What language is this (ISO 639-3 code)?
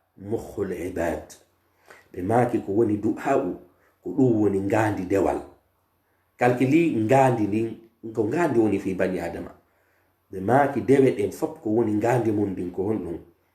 fuf